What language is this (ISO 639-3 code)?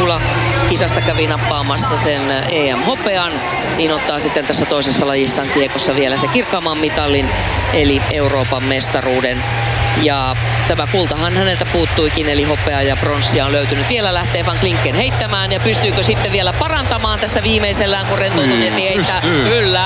fin